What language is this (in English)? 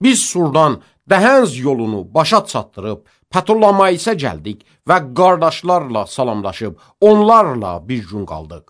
Azerbaijani